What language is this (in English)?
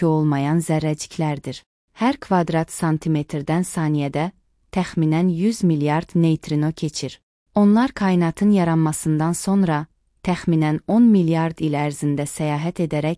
Azerbaijani